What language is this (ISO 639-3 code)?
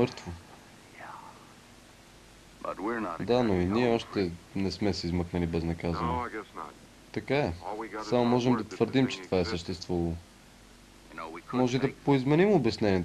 bul